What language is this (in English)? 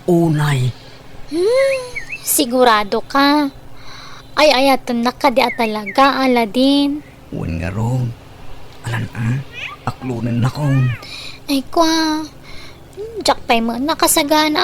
Iloko